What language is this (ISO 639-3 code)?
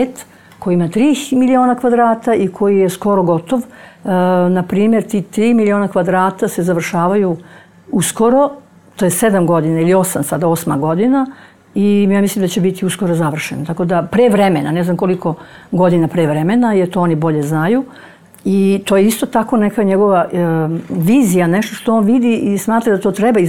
srp